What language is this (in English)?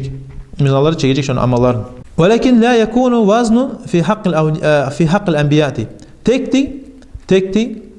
Kumyk